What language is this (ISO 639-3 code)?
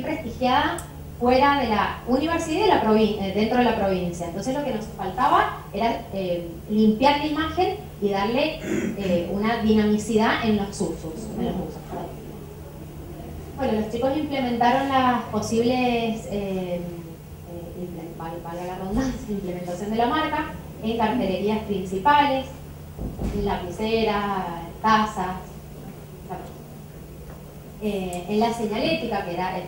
spa